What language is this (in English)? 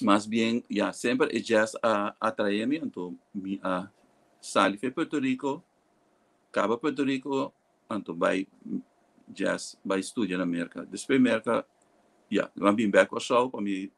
Papiamento